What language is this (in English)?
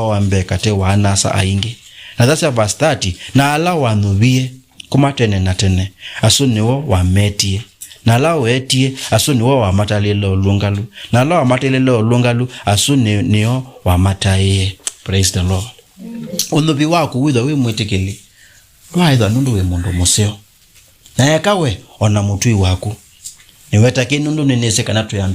Kamba